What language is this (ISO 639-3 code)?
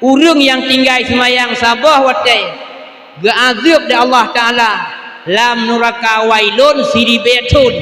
ace